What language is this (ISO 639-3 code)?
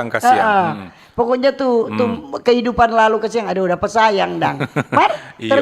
xmm